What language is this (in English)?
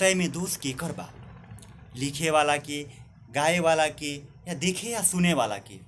Bhojpuri